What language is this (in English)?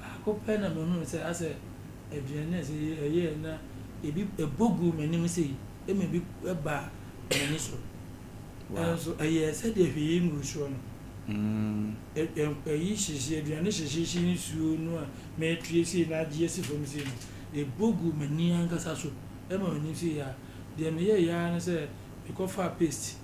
Akan